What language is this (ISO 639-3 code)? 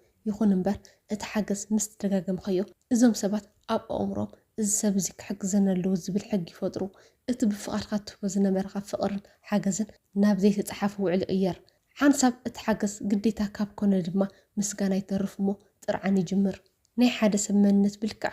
tir